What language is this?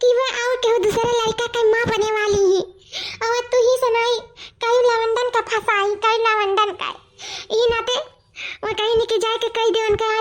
Awadhi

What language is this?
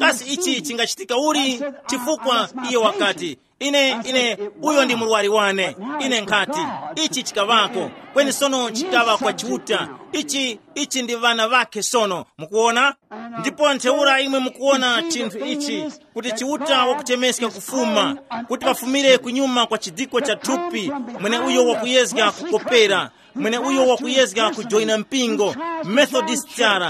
Tumbuka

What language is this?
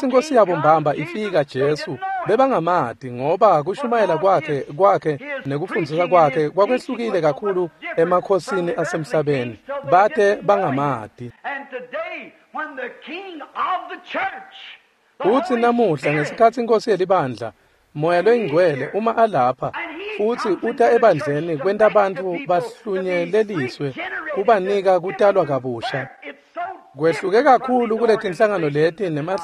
Swati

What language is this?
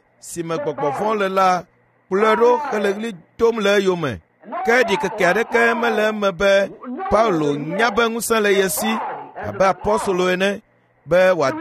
Ewe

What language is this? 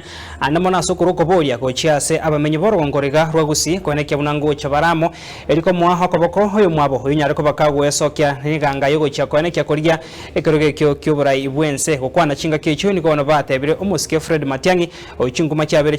Gusii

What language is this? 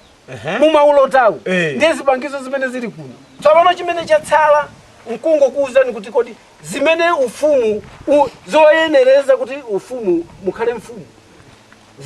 Nyanja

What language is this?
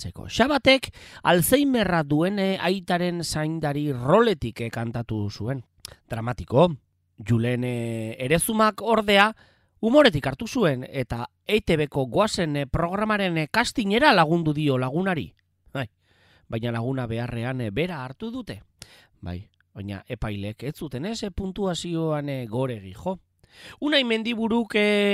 Basque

